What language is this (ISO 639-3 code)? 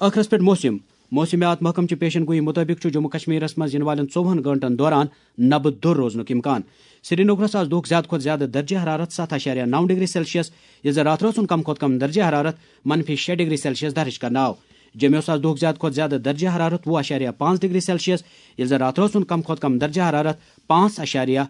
kas